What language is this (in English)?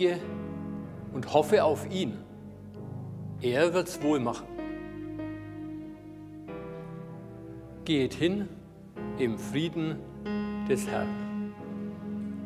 German